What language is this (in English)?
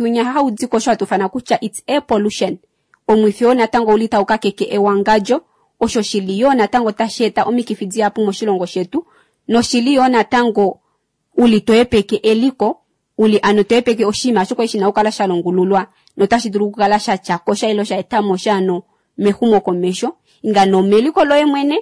Kuanyama